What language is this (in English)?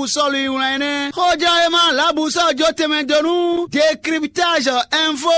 Fon